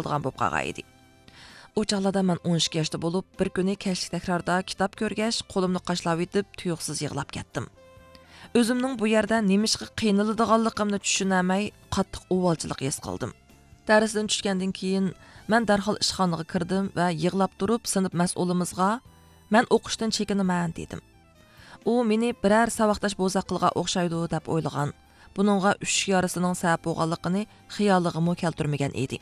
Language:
Uyghur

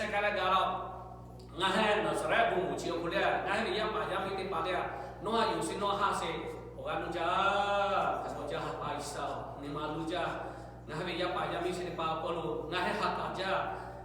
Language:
Lahu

